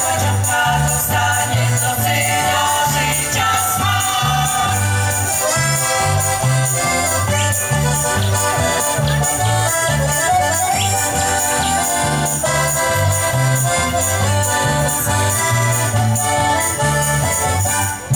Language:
Polish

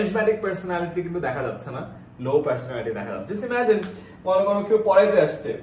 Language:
Bangla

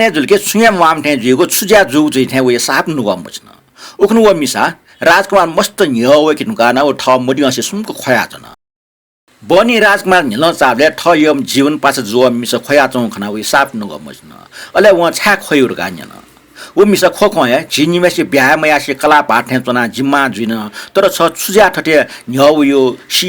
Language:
Newari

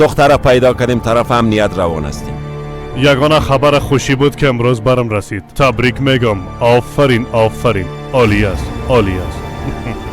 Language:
Persian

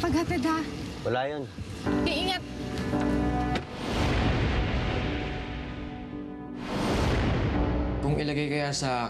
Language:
Filipino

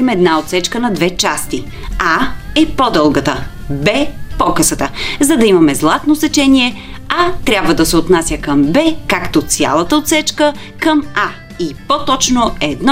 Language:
Bulgarian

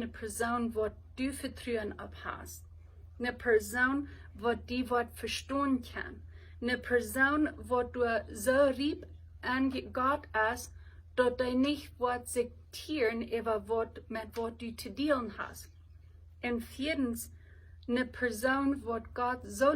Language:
Plautdietsch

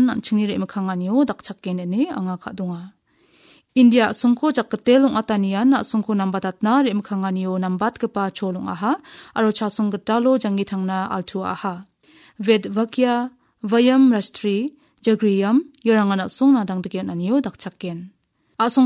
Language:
Garo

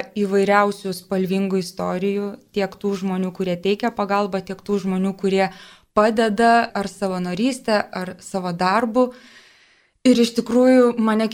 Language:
Lithuanian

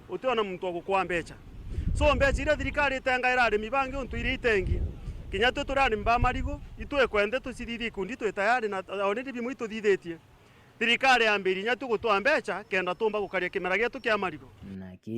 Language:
Meru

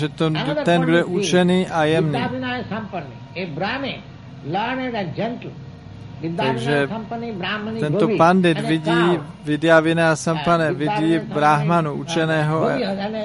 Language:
Czech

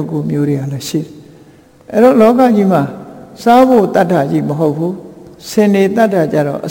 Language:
Burmese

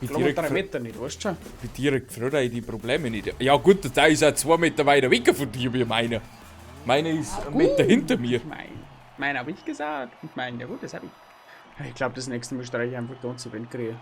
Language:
Bavarian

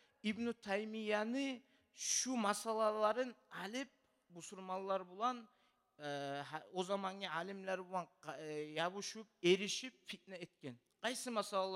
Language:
Kumyk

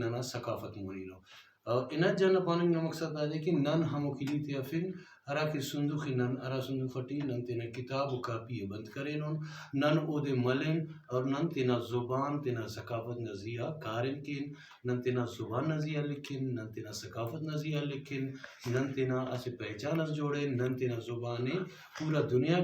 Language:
Brahui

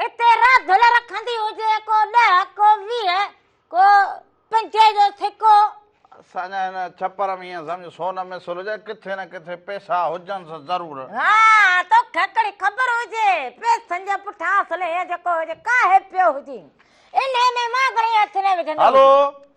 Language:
Sindhi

